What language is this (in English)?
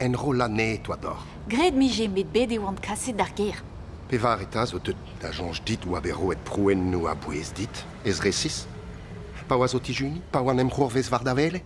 Breton